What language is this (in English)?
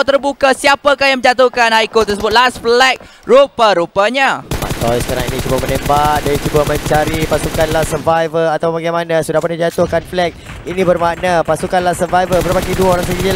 Malay